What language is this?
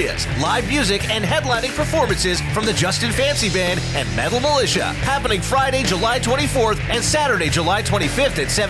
English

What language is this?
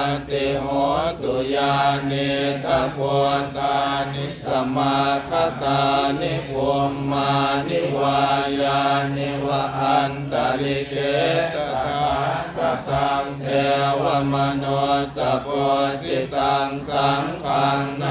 Pali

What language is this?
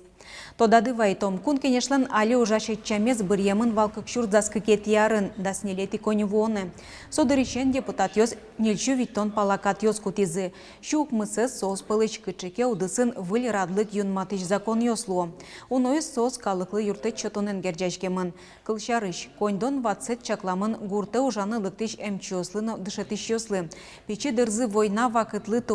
Udmurt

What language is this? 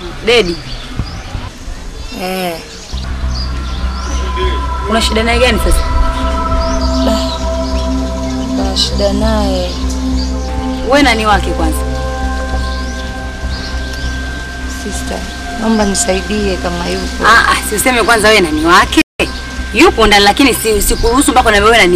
Swahili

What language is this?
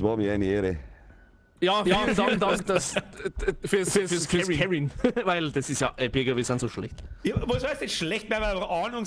Bavarian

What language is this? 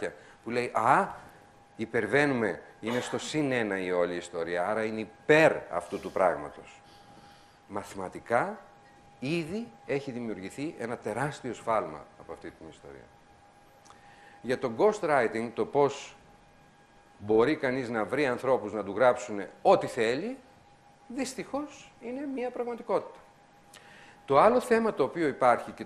Greek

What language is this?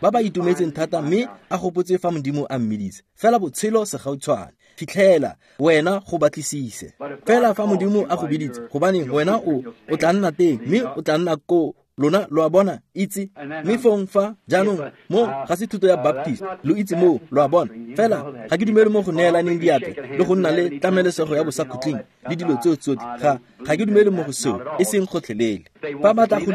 Tswana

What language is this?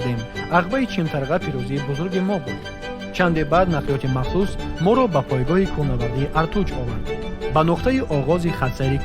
Tajik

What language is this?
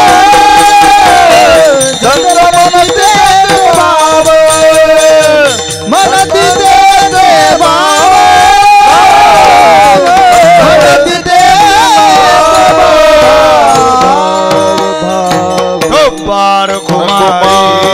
Marathi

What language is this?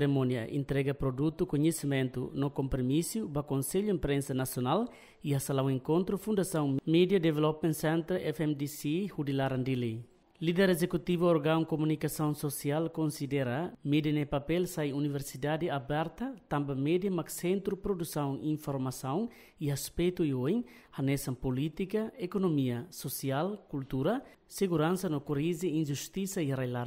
Tetum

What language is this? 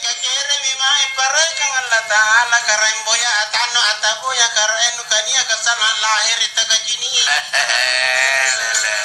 Makasar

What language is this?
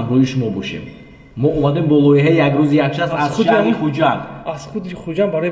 Tajik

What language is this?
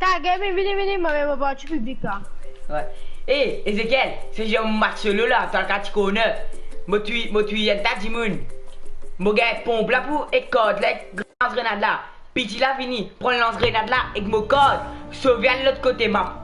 Morisyen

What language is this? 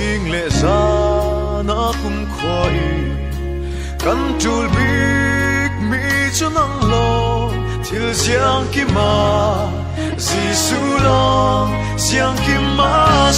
Falam Chin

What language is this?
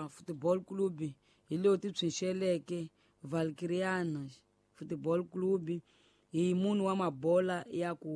Tsonga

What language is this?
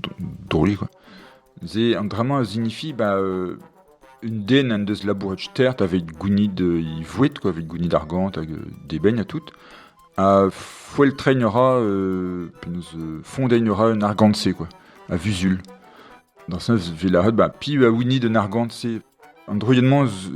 Breton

